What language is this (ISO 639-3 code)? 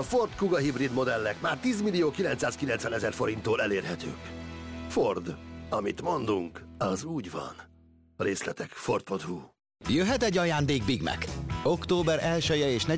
hun